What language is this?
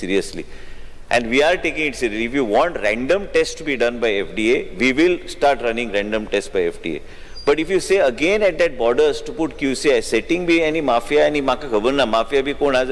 Konkani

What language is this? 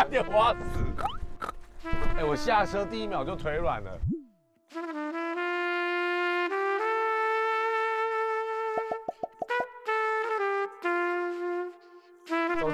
Chinese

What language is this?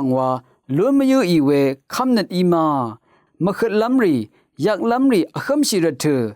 Rawang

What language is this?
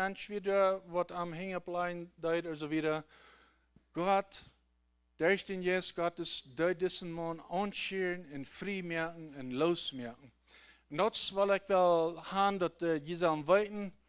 Plautdietsch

